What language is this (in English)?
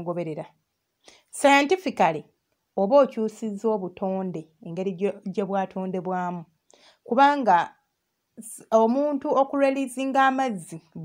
Ganda